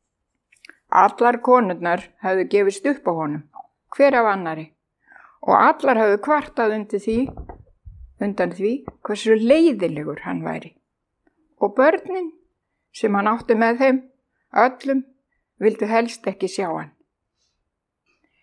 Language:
Icelandic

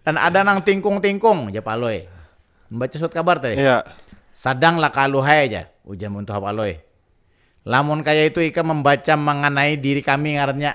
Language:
Banjar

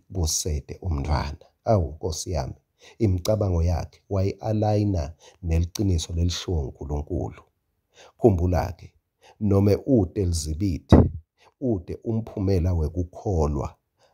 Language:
Swati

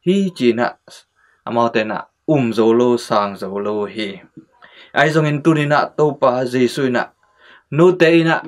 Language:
Tedim Chin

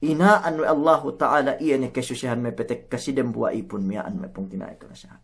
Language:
Yakan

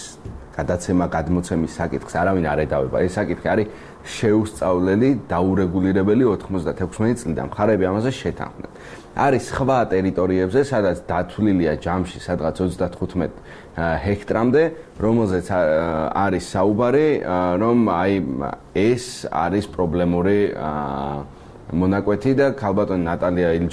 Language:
Georgian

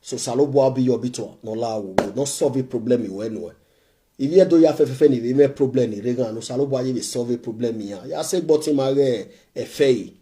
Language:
Nigerian Pidgin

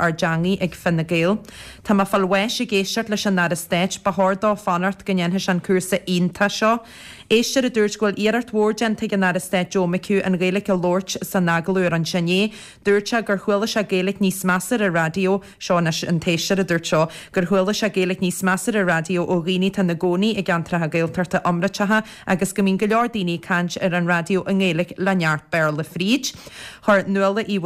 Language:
Irish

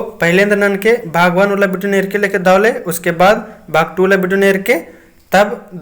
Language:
Kurukh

